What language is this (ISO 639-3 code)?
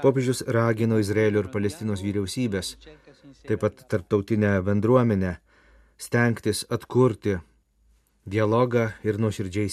lit